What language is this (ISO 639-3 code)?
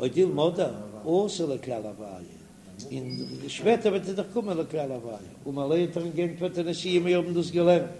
yid